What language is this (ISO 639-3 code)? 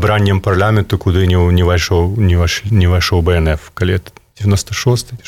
bel